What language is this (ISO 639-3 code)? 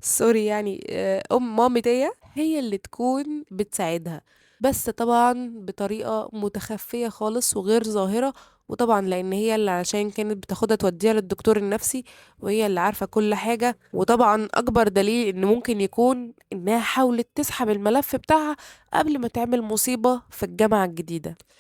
arz